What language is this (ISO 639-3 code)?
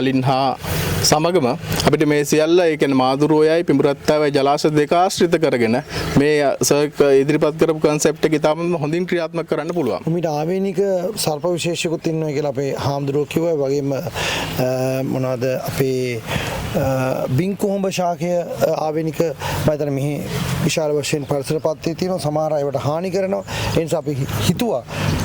sin